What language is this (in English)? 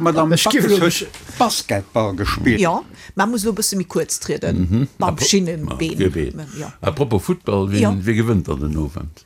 Luxembourgish